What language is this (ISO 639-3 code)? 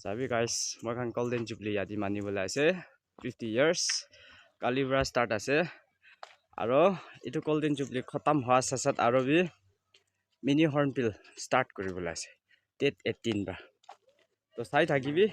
nag